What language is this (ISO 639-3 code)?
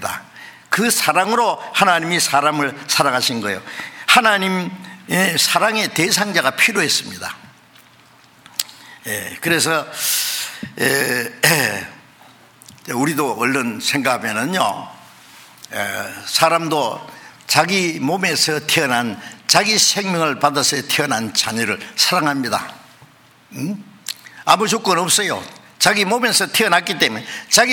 kor